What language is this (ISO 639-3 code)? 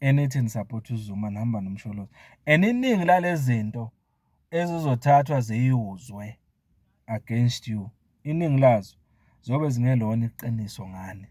zul